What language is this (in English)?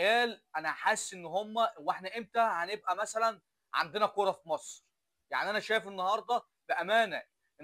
Egyptian Arabic